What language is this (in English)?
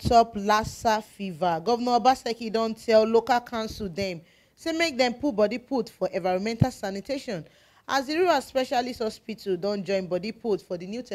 Nigerian Pidgin